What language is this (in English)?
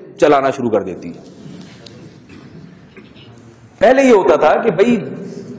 Urdu